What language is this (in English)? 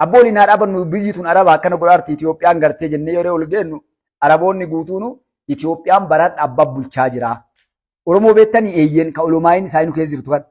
Oromo